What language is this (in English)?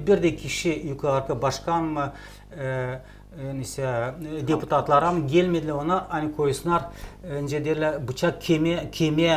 Gagauz